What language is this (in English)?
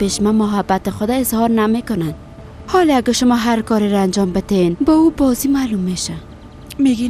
Persian